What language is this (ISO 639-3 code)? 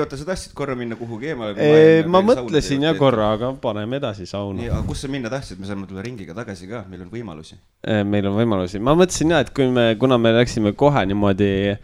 est